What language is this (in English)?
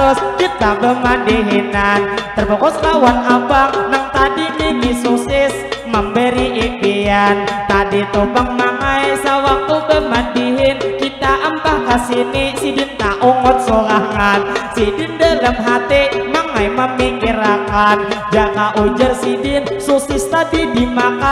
Banjar